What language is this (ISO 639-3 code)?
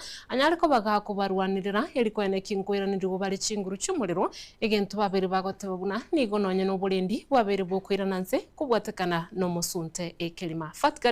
guz